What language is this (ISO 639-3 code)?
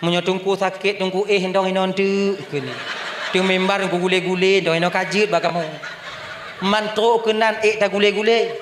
ace